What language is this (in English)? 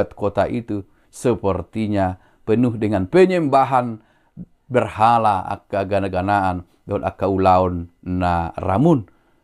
Batak Toba